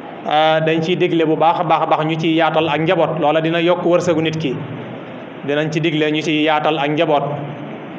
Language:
Wolof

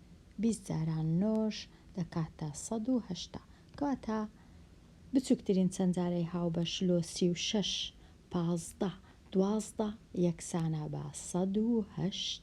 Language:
Central Kurdish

